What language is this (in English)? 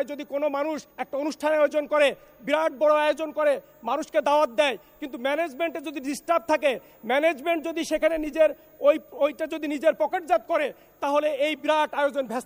Bangla